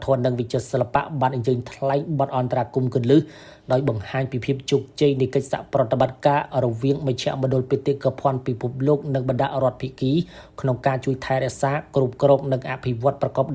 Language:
Khmer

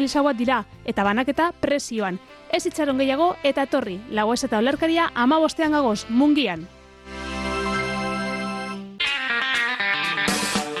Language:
Basque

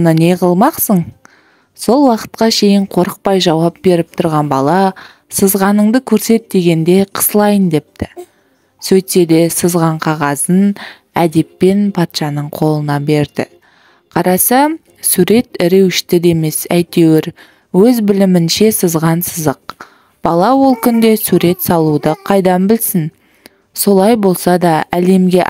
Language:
Kazakh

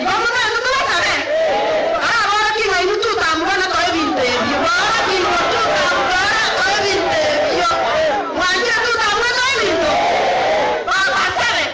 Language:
Gusii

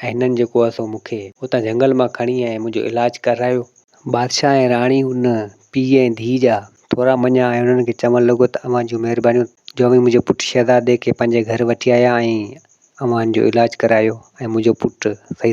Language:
Sindhi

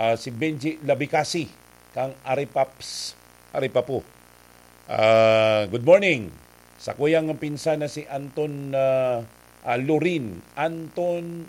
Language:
Bikol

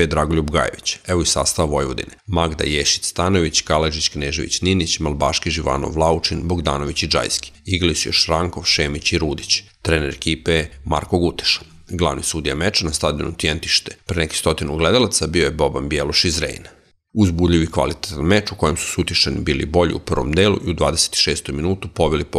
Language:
Serbian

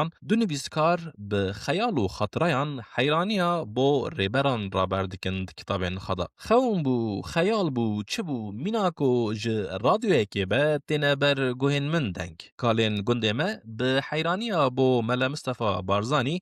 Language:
Kurdish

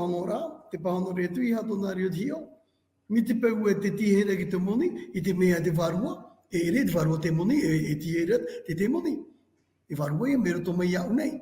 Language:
Tahitian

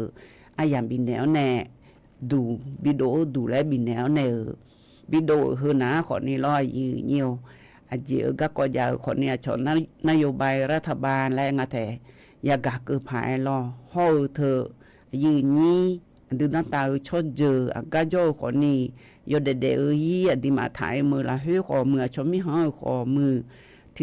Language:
Akha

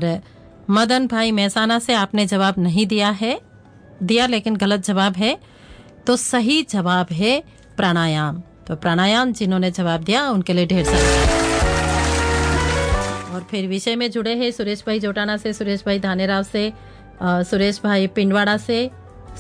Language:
Hindi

